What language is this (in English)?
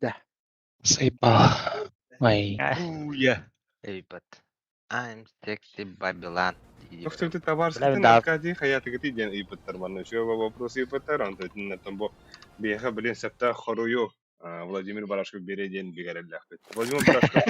Yakut